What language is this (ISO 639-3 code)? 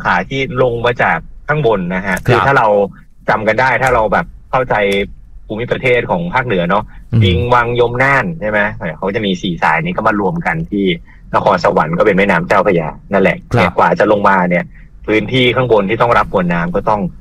tha